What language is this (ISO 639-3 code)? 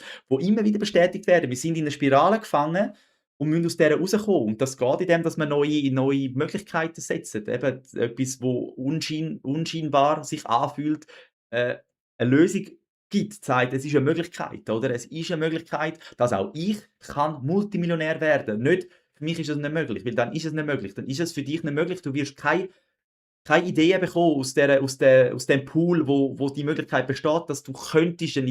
gsw